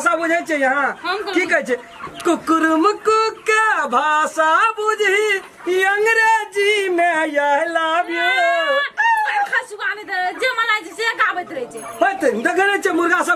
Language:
Maithili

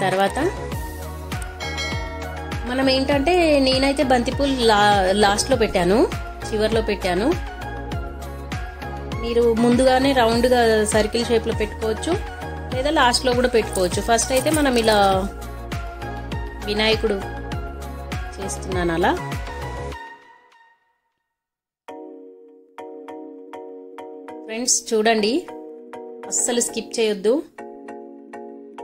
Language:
Telugu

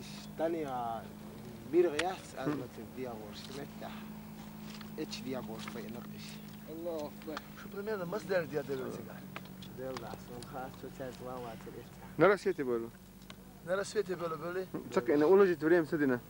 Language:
Chechen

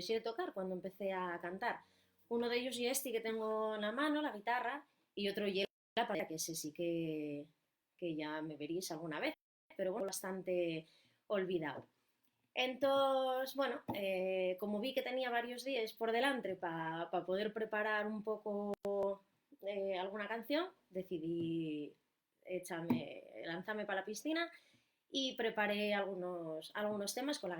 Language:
Asturian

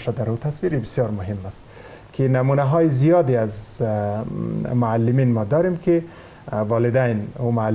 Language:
Persian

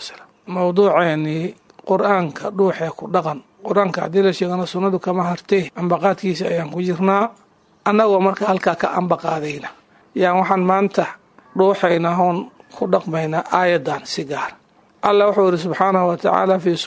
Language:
Somali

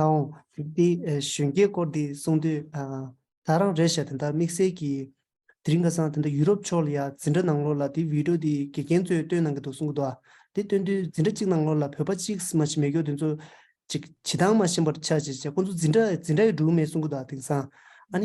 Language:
Tibetan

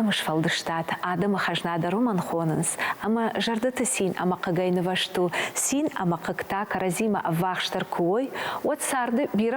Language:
Ossetic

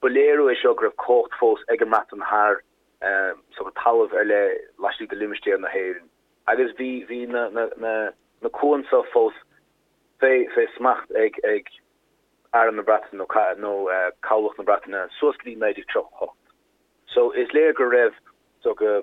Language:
Irish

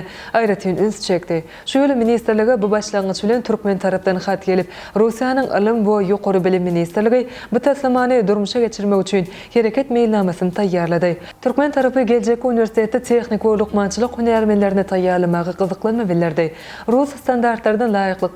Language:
Turkmen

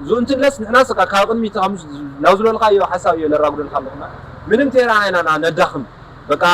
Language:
Tigrinya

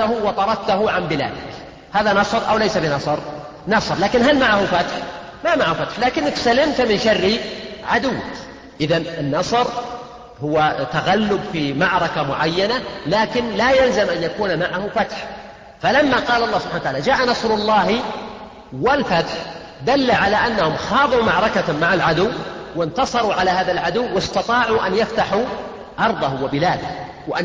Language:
Arabic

